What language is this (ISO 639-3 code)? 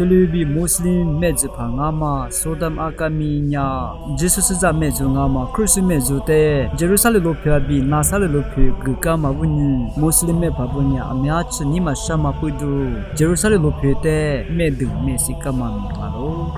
lis